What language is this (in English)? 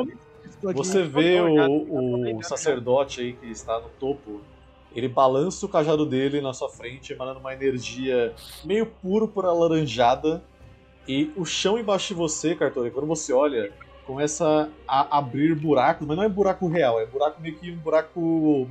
Portuguese